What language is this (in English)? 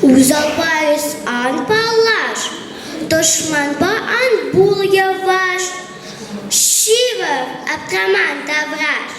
Chuvash